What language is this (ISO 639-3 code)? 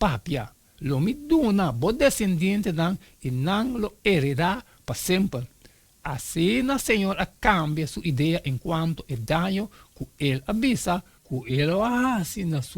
pap